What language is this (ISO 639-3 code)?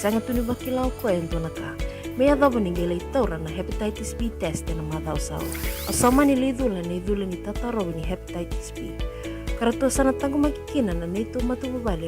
fij